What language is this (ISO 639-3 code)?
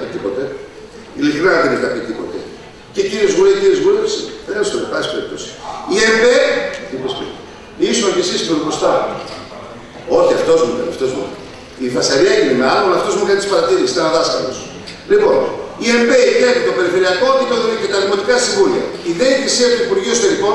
ell